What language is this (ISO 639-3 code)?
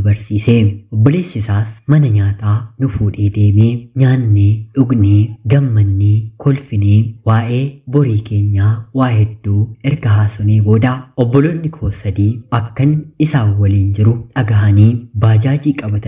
orm